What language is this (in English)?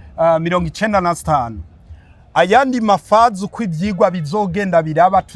Rundi